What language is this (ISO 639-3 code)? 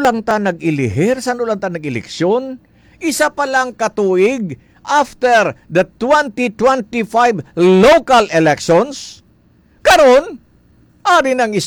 hil